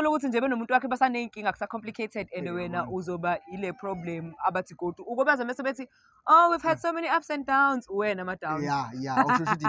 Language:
Zulu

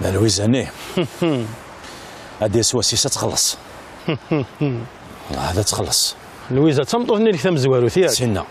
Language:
Kabyle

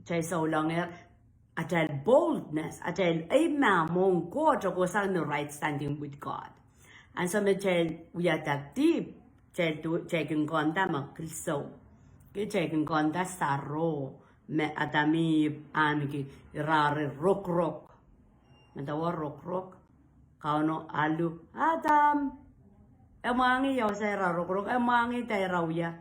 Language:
Pohnpeian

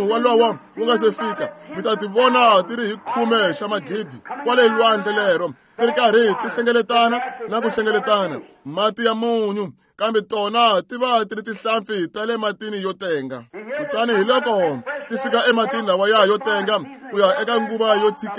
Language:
Tsonga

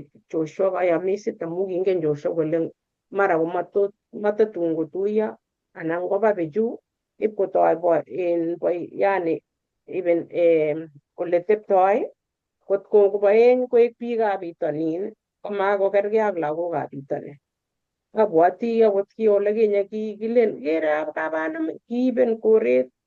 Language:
Kalenjin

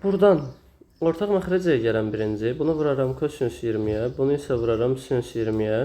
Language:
Azerbaijani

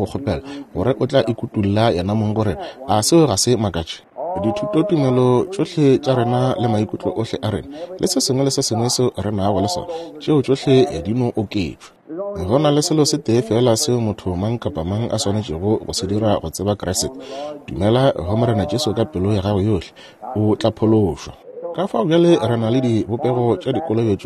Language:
Northern Sotho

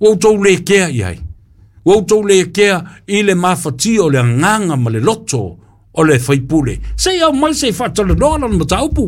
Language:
Samoan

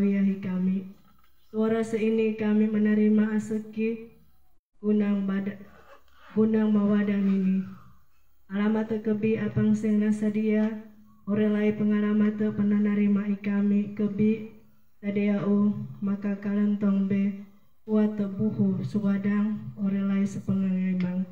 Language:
Sangir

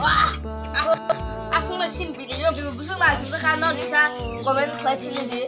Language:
Kok Borok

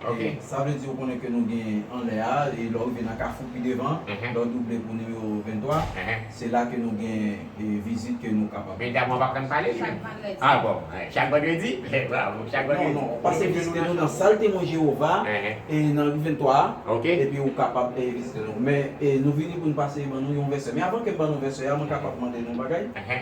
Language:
Haitian Creole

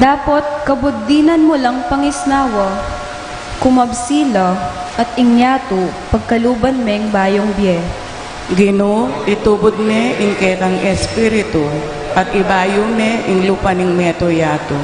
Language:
Pampanga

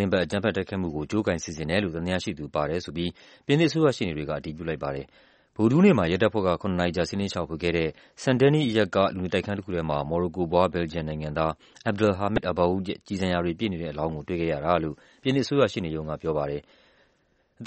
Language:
Burmese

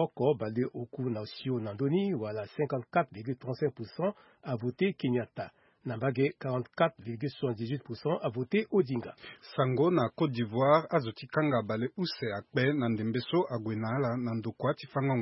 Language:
Sango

